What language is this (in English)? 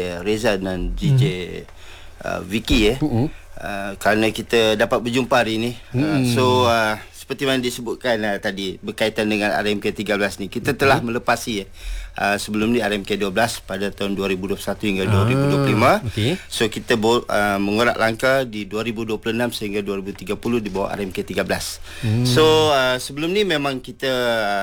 Malay